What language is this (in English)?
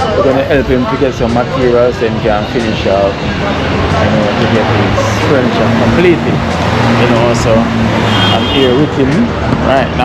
Jamaican Creole English